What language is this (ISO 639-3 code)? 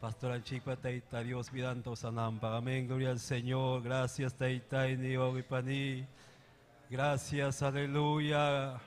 quy